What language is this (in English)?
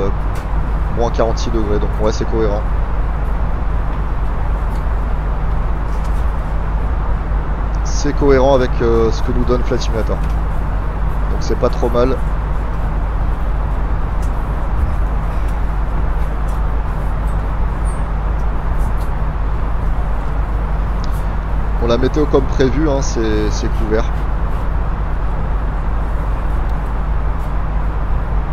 French